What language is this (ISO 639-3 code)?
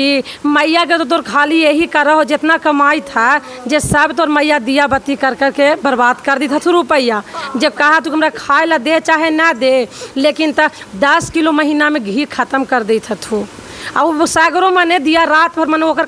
mag